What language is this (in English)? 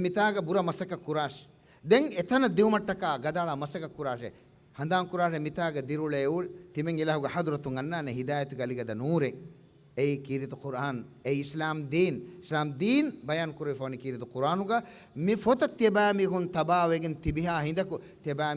Divehi